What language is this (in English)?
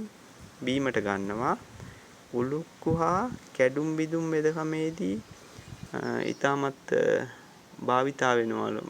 Sinhala